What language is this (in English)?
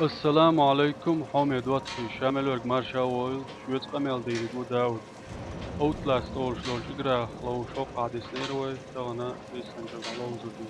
Chechen